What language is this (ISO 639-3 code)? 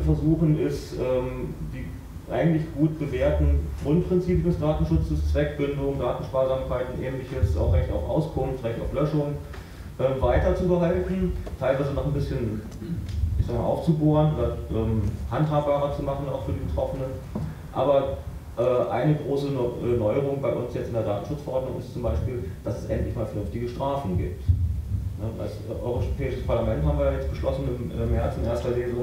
deu